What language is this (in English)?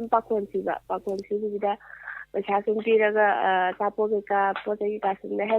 Manipuri